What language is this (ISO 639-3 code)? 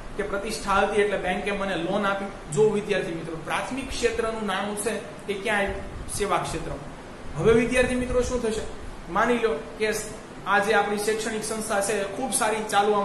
guj